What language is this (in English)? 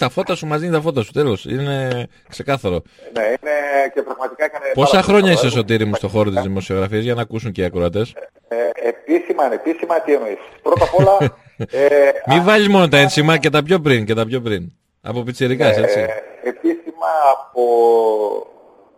Greek